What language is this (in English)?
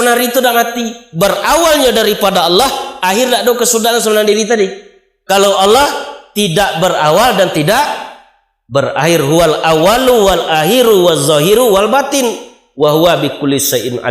Minangkabau